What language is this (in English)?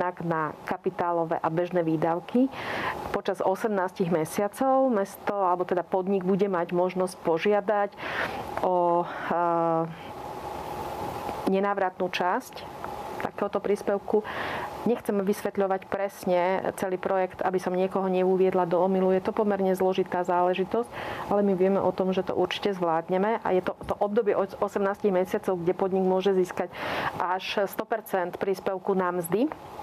Slovak